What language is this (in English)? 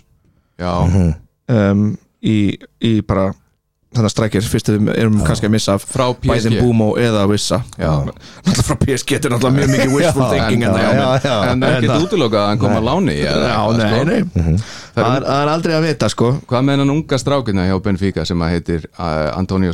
Icelandic